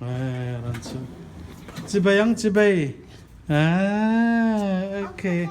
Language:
Mizo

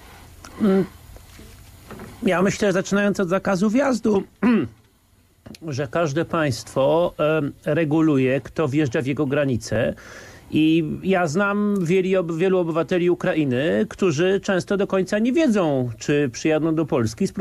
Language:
Polish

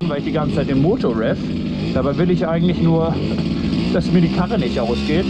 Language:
Swiss German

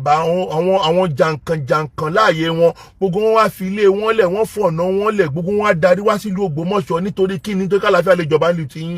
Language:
Yoruba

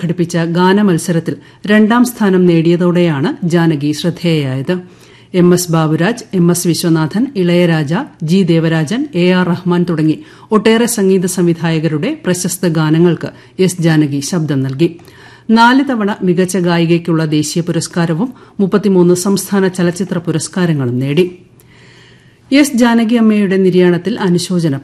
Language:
Malayalam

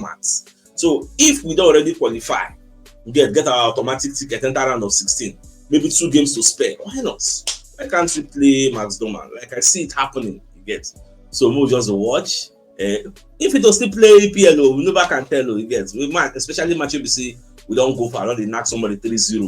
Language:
Nigerian Pidgin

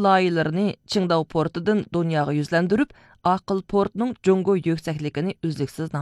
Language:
Uyghur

